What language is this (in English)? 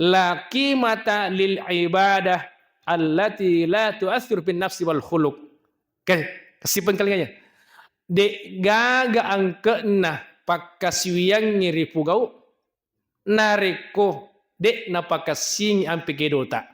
Buginese